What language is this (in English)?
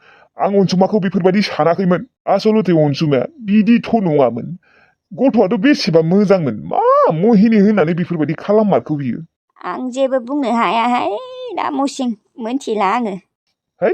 Bodo